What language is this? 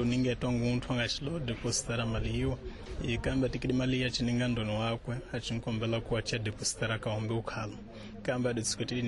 Tsonga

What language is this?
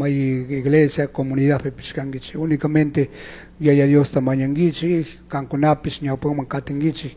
Chimborazo Highland Quichua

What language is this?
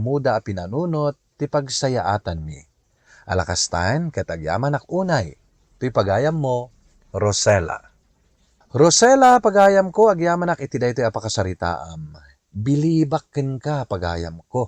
Iloko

